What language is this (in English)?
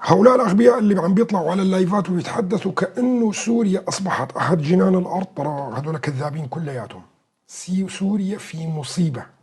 North Levantine Arabic